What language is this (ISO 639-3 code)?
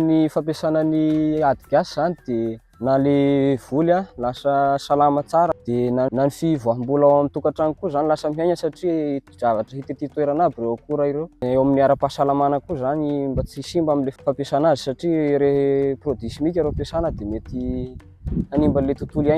mlg